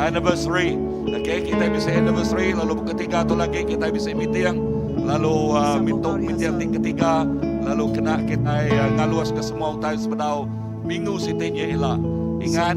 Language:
Iban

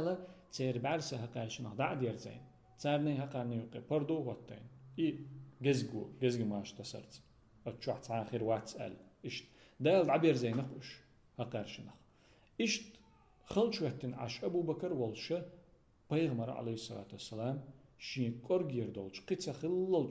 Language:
Chechen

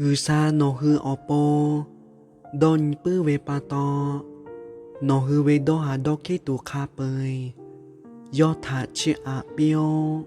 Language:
Lahu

